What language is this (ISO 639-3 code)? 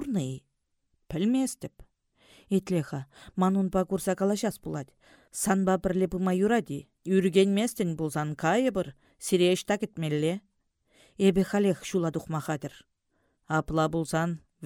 chv